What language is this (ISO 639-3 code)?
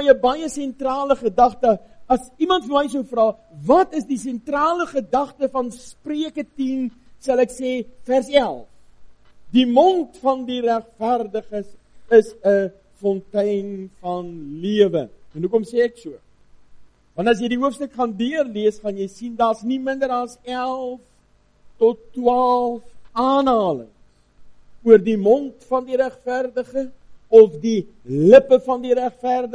afr